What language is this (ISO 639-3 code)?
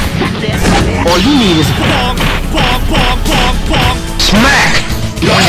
eng